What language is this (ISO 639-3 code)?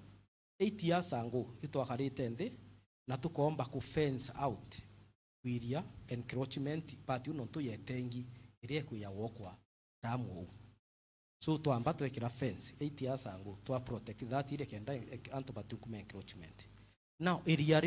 mer